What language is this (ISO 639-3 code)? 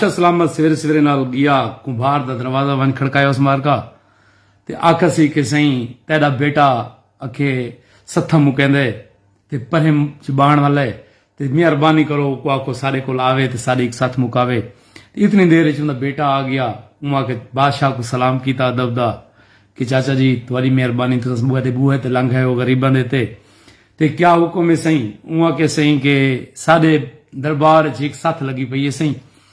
skr